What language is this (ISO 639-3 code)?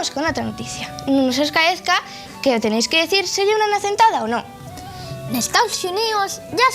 ast